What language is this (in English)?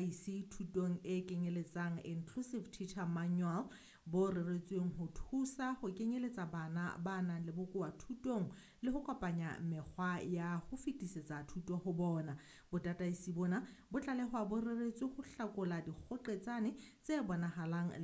Southern Sotho